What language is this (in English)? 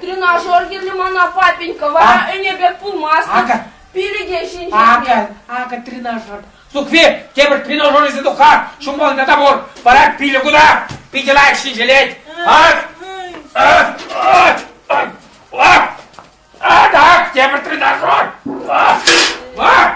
Chuvash